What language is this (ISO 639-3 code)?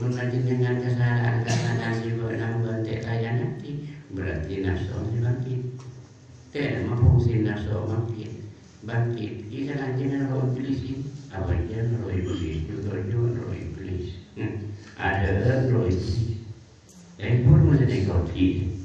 mad